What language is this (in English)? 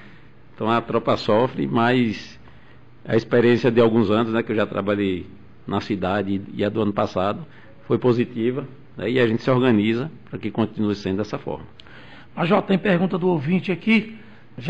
Portuguese